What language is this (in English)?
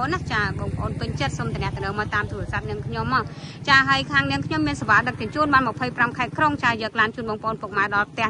Khmer